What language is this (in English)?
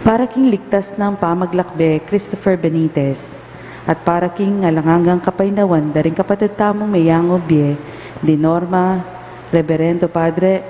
Pampanga